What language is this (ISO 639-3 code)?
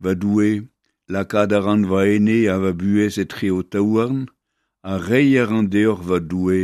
bre